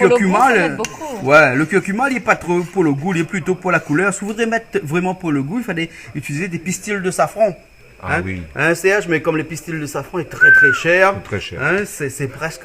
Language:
Réunion Creole French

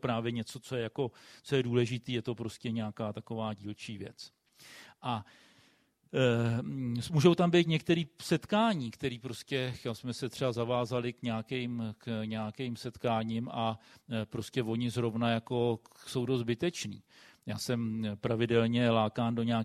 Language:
Czech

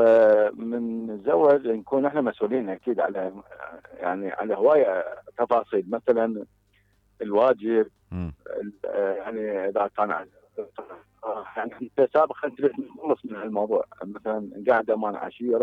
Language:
Mesopotamian Arabic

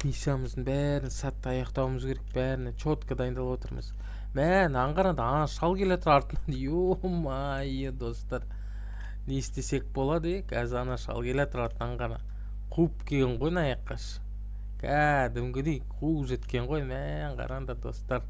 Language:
Kazakh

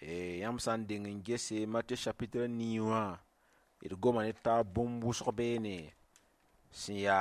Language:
Mossi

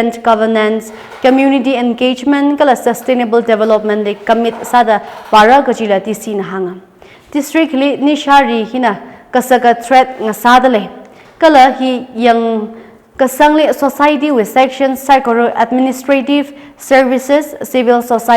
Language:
Tangkhul Naga (India)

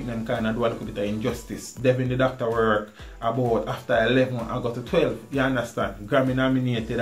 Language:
Jamaican Creole English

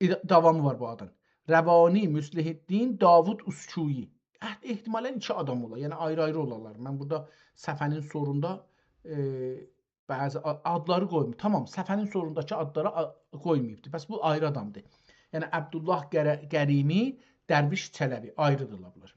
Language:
South Azerbaijani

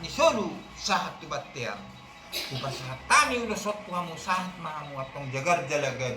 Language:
Batak Toba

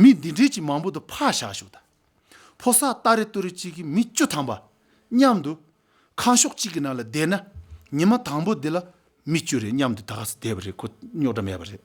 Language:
Tibetan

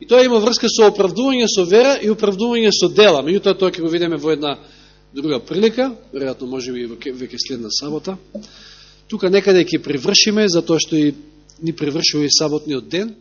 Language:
Macedonian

